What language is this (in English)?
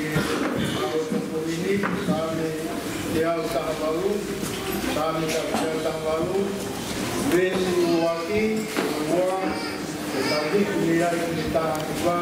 Tongan